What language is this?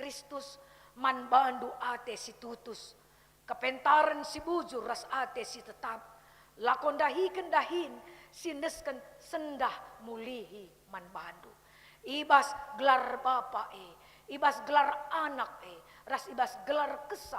Batak Karo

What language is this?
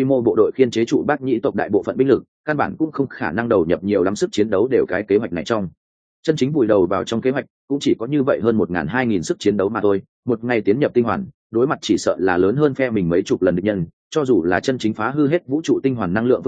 Vietnamese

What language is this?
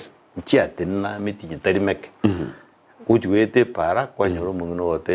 Gusii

